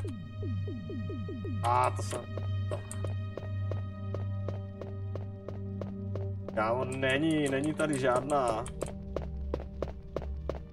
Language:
Czech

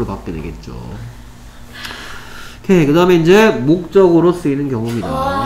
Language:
Korean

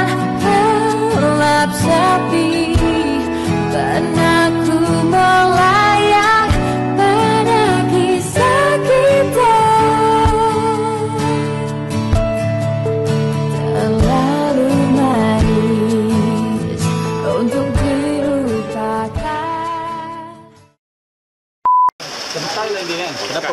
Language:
Malay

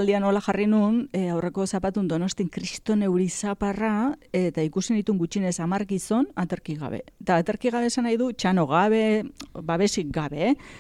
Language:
Basque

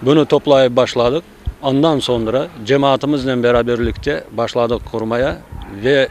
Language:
Crimean Tatar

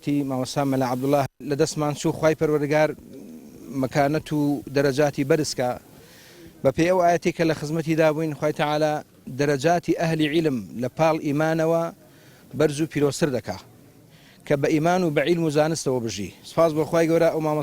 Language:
Central Kurdish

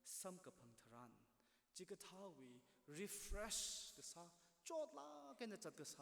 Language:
Tangkhul Naga (India)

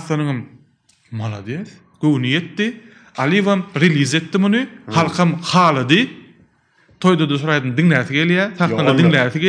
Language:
Turkmen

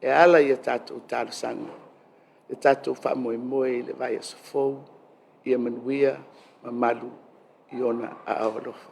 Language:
Samoan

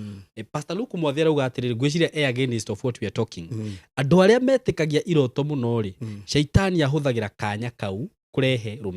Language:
Kikuyu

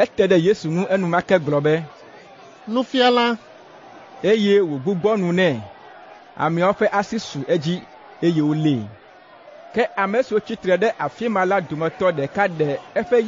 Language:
Ewe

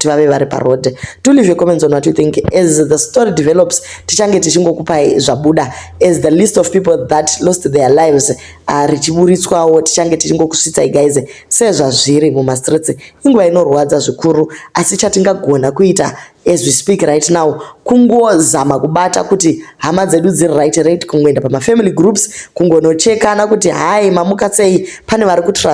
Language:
Shona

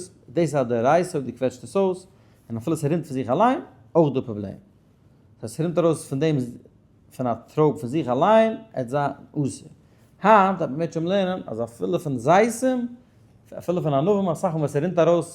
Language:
Yiddish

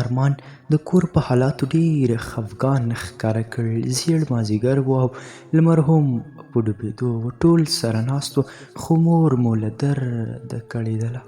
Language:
Pashto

